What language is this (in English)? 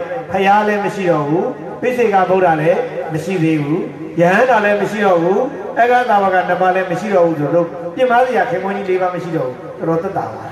Burmese